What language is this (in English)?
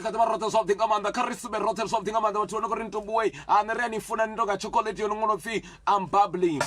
Venda